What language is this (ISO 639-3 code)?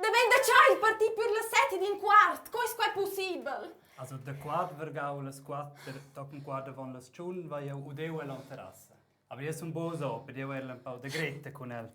roh